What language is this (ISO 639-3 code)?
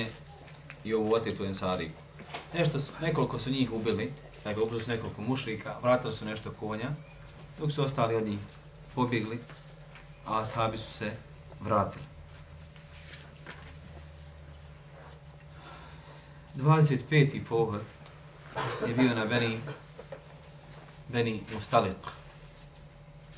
bos